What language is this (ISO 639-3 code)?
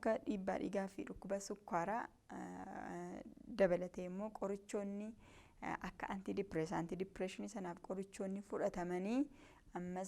orm